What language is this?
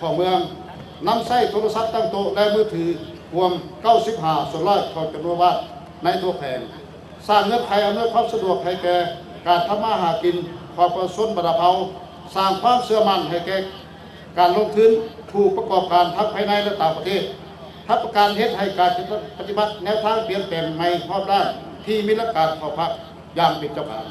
Lao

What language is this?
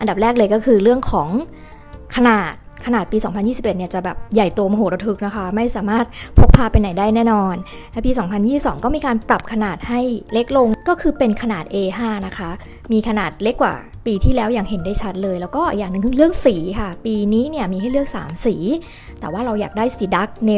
Thai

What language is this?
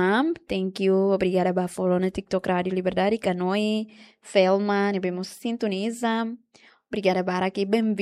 Tetum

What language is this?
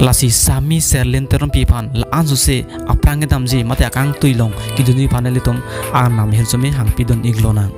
Karbi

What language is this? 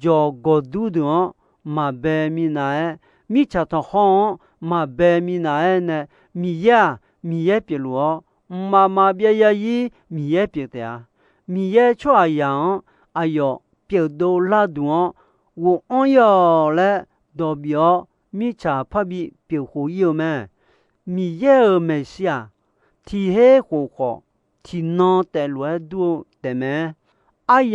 Akha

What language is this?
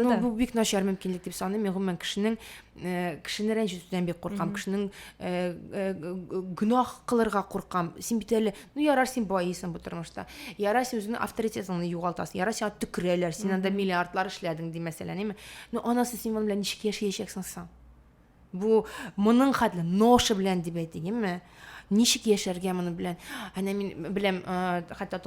Tatar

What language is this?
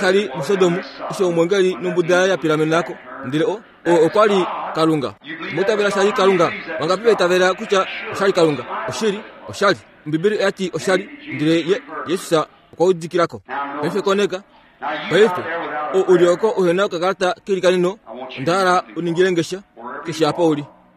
Kuanyama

